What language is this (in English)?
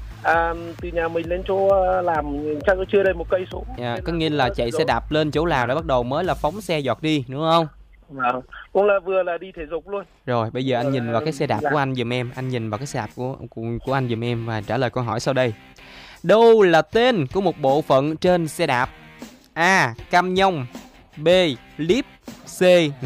Vietnamese